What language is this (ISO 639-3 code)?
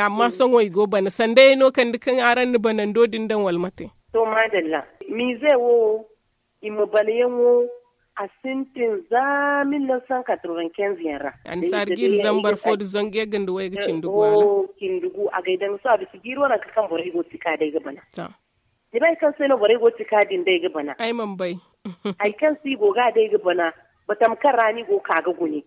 dje